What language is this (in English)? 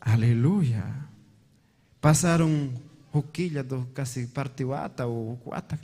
Ayacucho Quechua